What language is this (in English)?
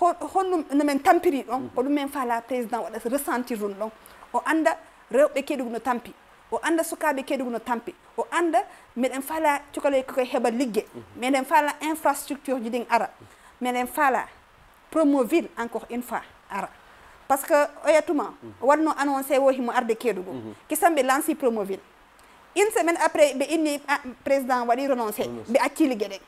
Fula